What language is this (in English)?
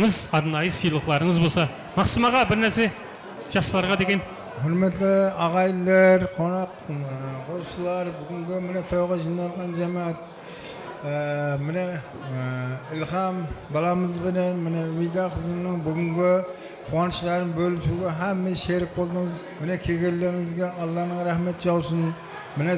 Kara-Kalpak